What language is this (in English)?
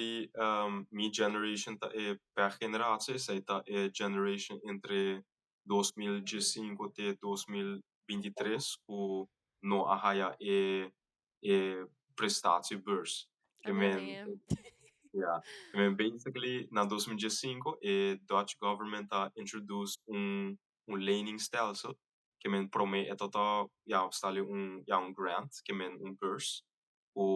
Papiamento